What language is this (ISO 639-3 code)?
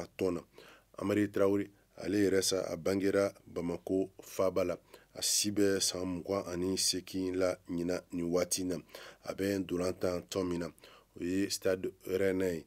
bam